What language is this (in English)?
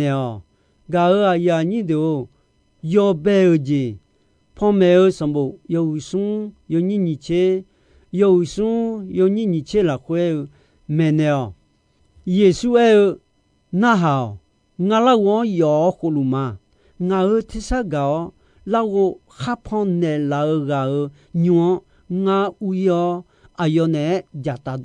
Akha